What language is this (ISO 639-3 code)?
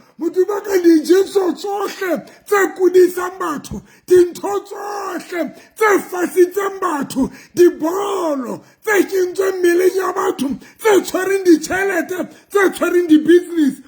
sot